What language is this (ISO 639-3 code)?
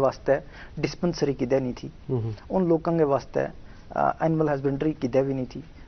gju